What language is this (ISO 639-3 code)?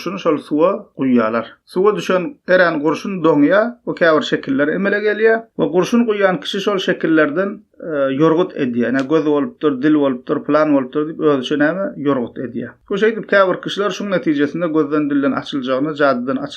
tuk